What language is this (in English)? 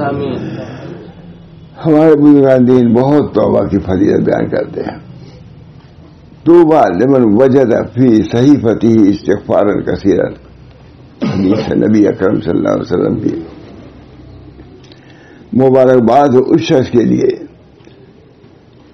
Urdu